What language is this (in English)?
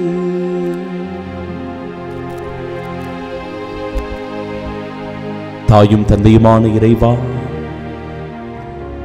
Tamil